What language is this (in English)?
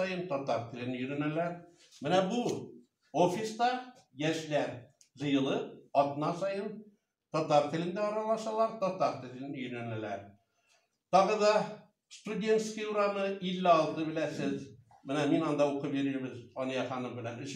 Tatar